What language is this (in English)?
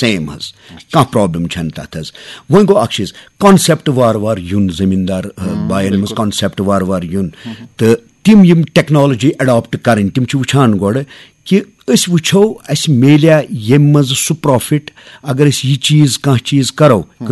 Kashmiri